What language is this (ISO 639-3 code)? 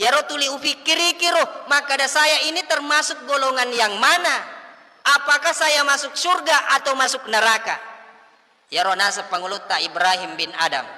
bug